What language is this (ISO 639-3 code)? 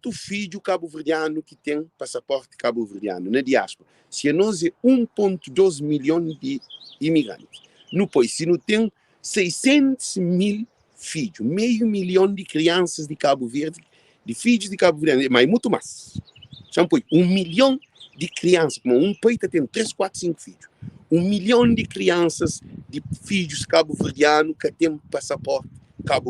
kea